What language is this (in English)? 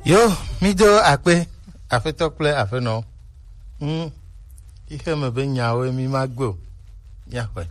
Gen